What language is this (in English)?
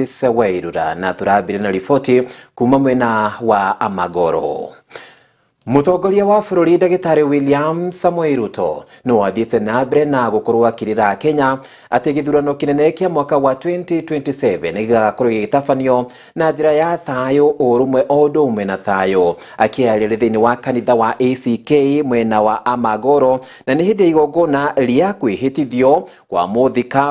Kikuyu